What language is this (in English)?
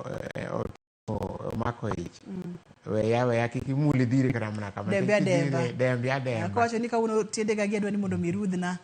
Luo (Kenya and Tanzania)